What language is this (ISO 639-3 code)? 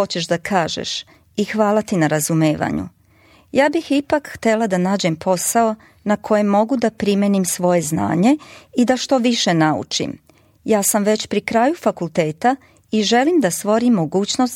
srp